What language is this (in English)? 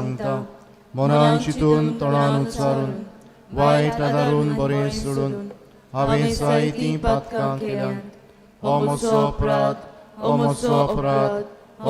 Konkani